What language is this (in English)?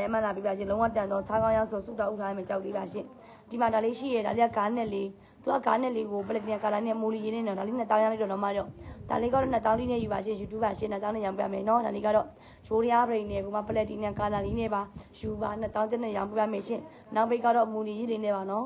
Burmese